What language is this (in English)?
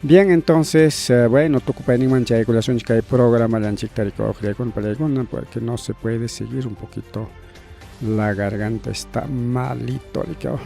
Ayacucho Quechua